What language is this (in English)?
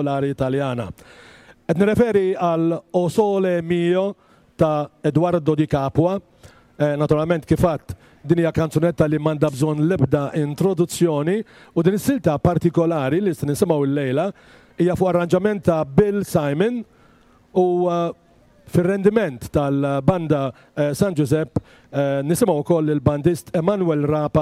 Maltese